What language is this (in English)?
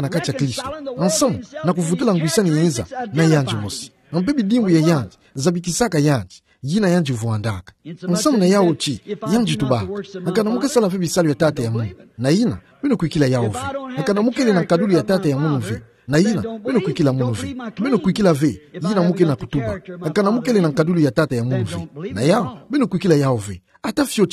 Kituba (Democratic Republic of Congo)